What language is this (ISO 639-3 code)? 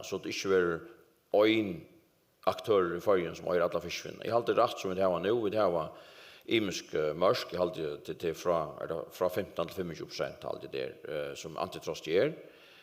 fao